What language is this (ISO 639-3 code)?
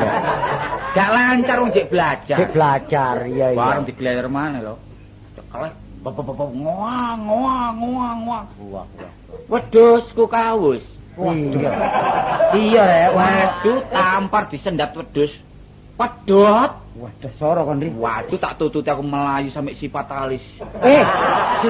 jav